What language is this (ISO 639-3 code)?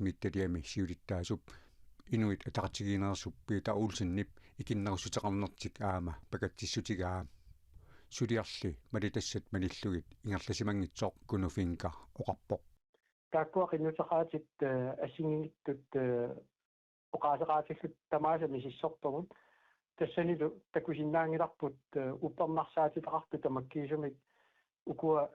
kal